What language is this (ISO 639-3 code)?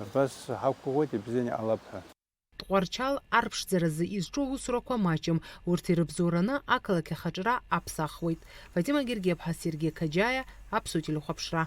abk